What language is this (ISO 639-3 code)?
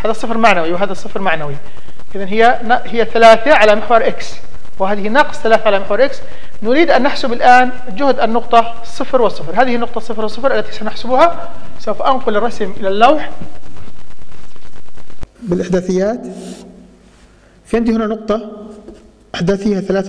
ara